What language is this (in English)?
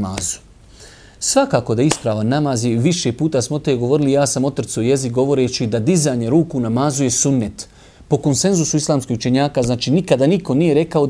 Bosnian